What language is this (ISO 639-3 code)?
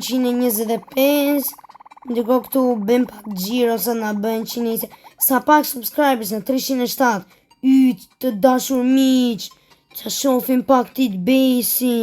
sqi